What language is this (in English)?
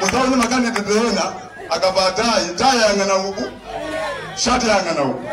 Nyanja